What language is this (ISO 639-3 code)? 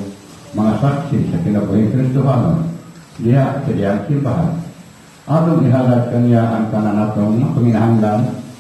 ceb